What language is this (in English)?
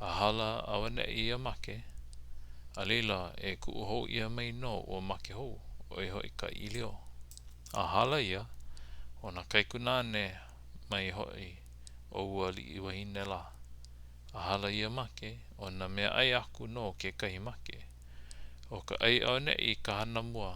Hawaiian